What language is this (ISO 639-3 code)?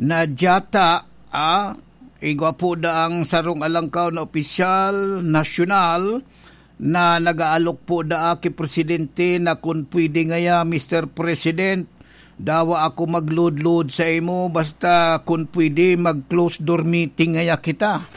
bik